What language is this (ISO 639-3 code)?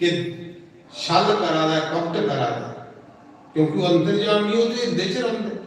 doi